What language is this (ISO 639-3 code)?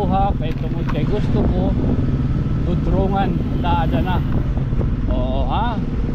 war